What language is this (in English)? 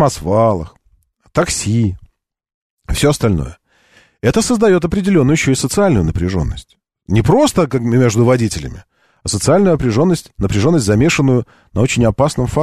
Russian